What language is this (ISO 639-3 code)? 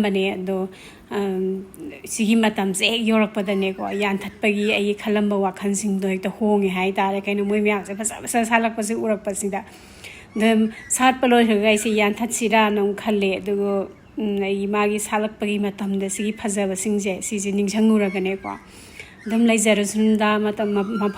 mni